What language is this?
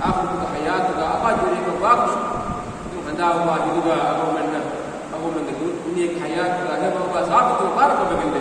Divehi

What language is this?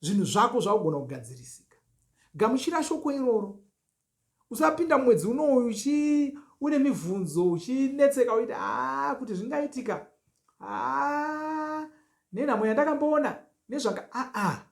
Shona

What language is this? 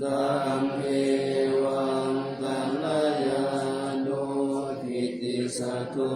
Pali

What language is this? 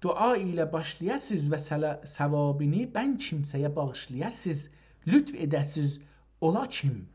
South Azerbaijani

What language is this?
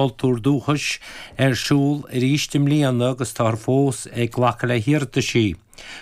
Irish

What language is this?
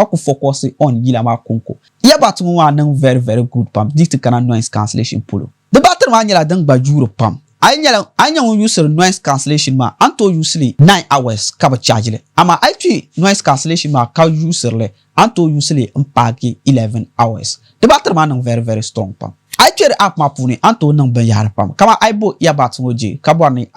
Dagbani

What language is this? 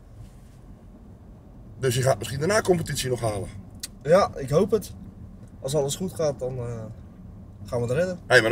Dutch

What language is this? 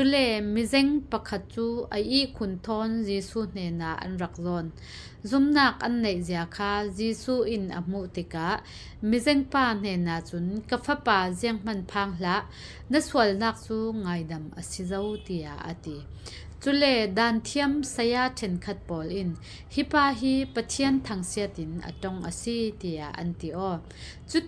Falam Chin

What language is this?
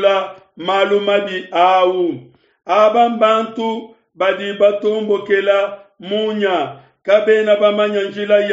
Luba-Lulua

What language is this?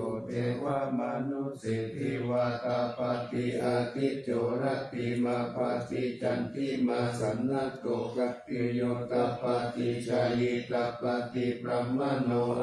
Pali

